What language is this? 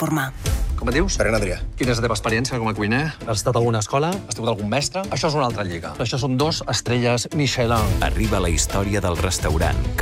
Catalan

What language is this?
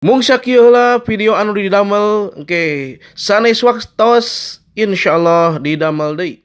Sundanese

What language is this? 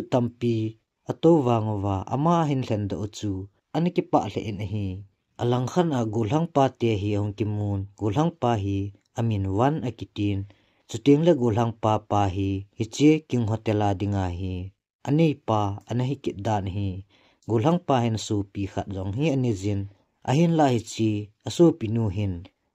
Thado Chin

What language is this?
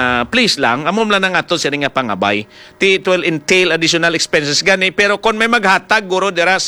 Hiligaynon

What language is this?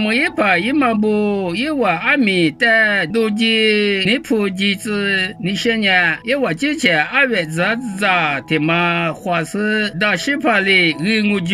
Lisu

